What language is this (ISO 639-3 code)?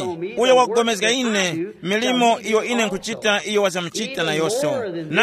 tum